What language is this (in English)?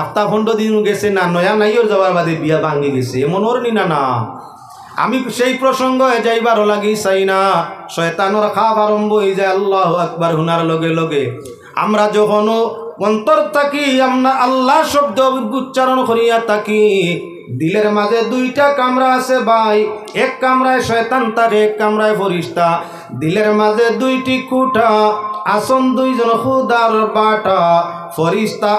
Sylheti